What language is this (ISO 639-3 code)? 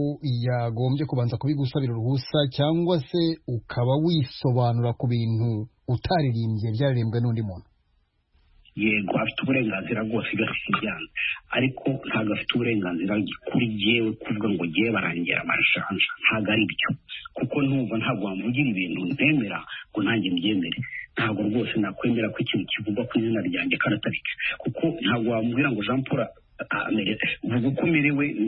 kin